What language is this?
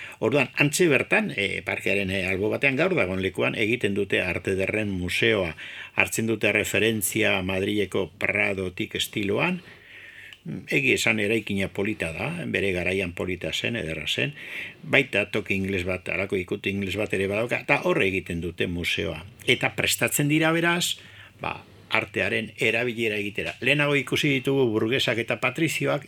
Basque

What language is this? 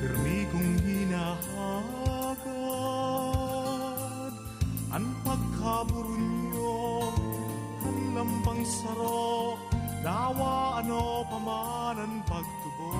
Bikol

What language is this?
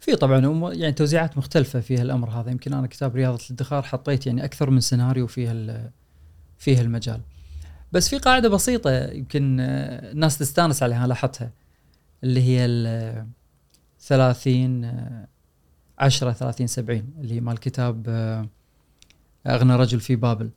Gulf Arabic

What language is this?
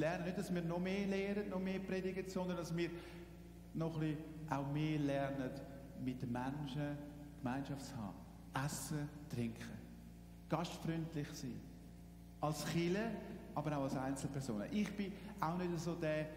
Swiss German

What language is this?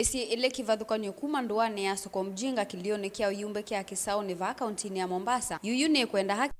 Kamba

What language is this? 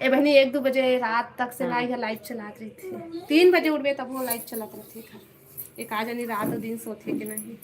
Chhattisgarhi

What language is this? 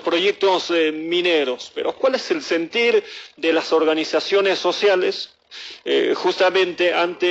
Spanish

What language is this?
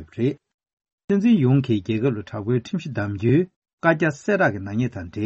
Tibetan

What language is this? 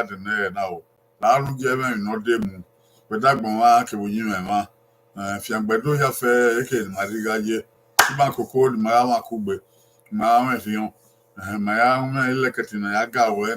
Bini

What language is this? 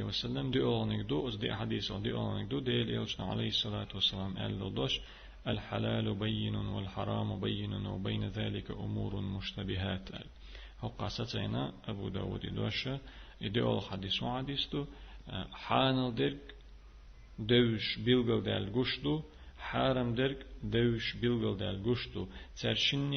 Chechen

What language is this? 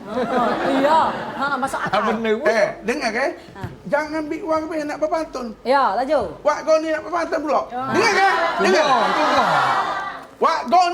Musi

